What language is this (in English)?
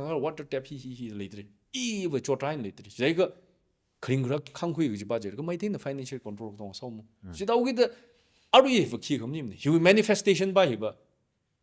Tangkhul Naga (India)